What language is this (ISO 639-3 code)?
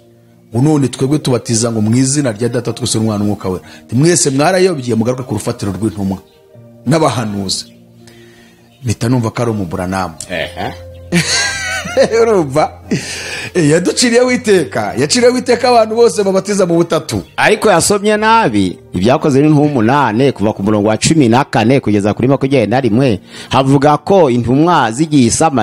kin